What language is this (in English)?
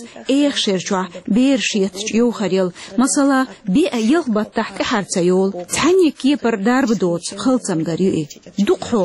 Chechen